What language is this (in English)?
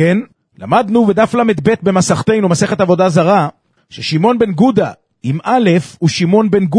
Hebrew